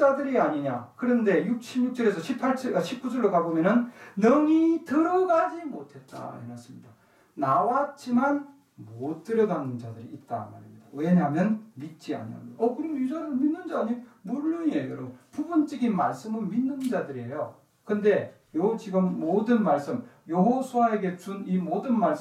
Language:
Korean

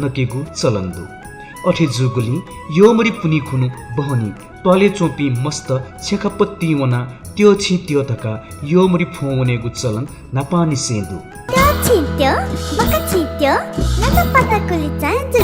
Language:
Newari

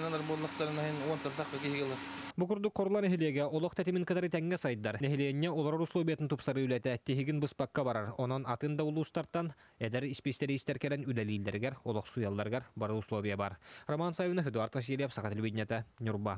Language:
Yakut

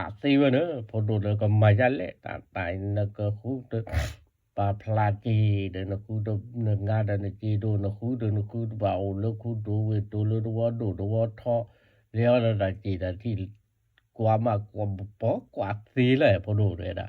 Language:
S'gaw Karen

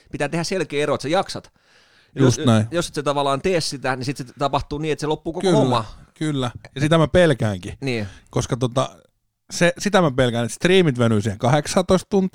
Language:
Finnish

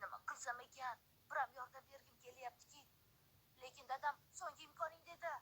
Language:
Uzbek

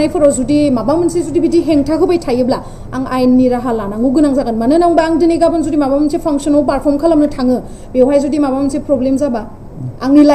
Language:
Bodo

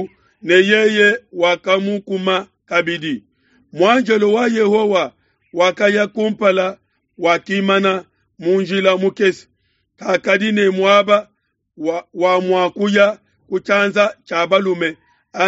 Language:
Luba-Lulua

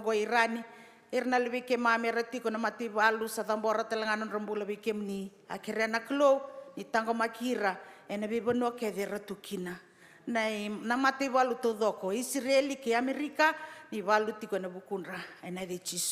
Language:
Fijian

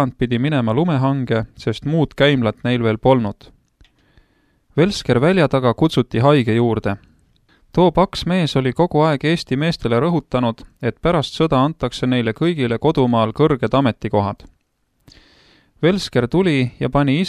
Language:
Estonian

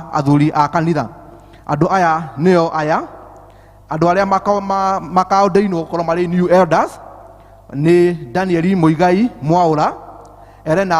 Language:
Kikuyu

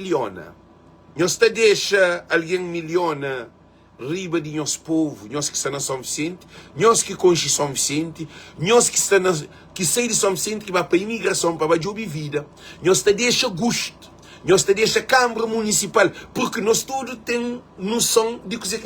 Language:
Kabuverdianu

